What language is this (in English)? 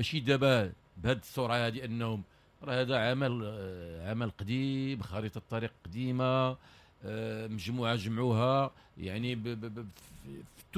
Moroccan Arabic